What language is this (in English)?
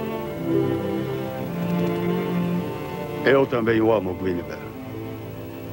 Portuguese